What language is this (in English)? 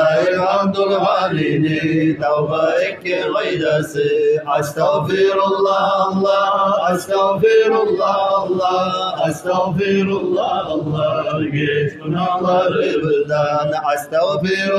Kumyk